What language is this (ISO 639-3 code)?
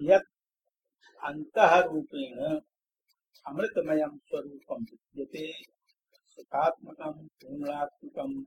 san